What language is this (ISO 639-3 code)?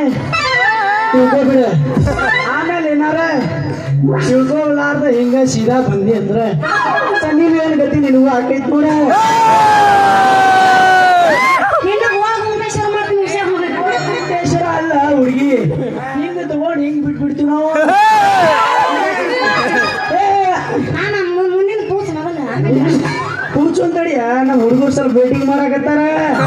kan